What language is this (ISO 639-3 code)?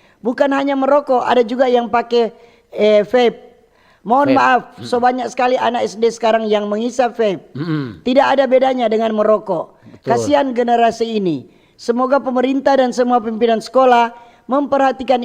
xmm